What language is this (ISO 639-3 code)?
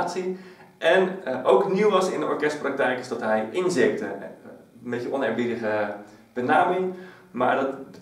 nld